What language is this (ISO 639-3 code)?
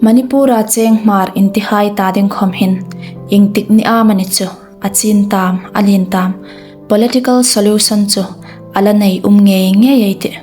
hmr